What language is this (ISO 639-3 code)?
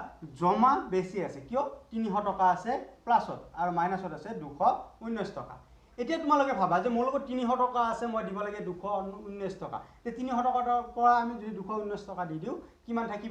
asm